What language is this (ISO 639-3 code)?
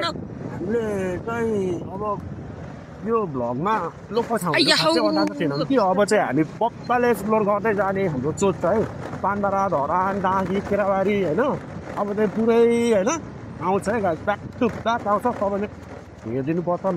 nep